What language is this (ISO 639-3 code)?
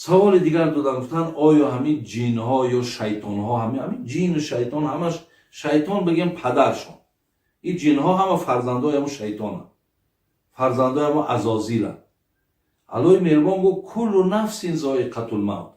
tgk